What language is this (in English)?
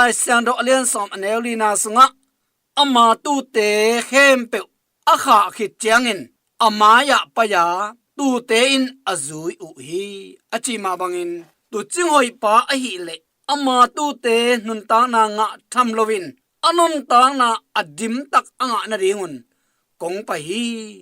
Tedim Chin